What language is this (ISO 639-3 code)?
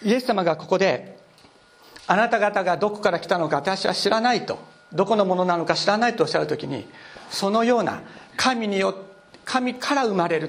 jpn